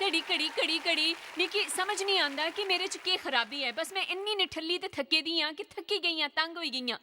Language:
Dogri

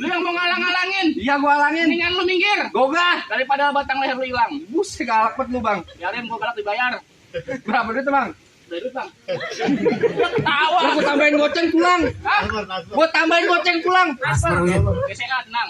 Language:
Betawi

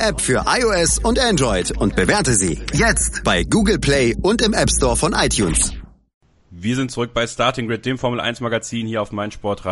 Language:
German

